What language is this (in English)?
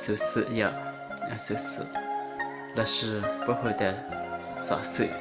Hmong